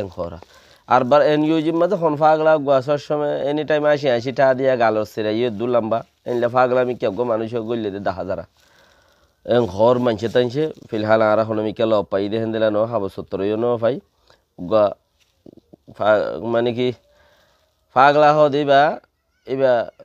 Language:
Rohingya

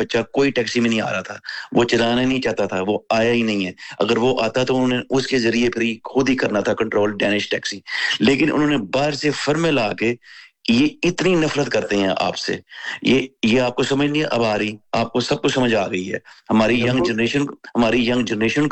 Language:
Urdu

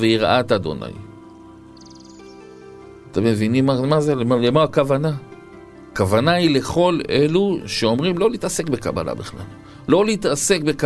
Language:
Hebrew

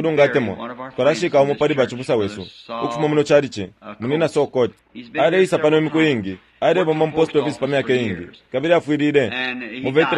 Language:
Bemba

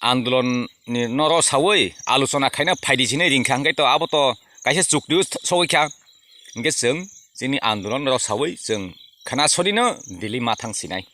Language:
Kok Borok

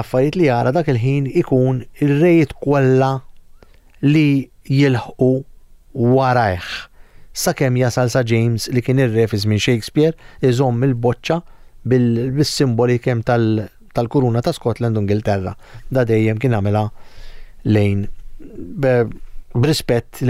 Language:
Maltese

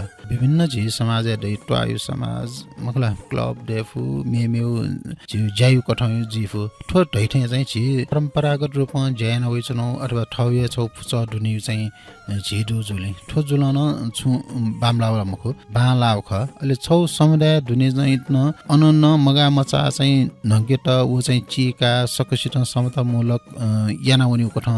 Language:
Newari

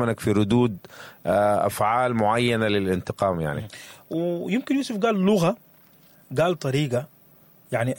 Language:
Sudanese Arabic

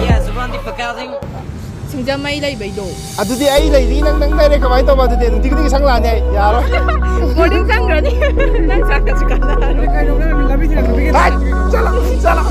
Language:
Manipuri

